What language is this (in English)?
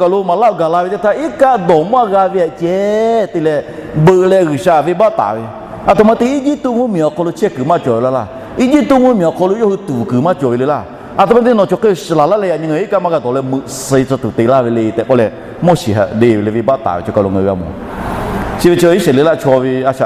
Lahu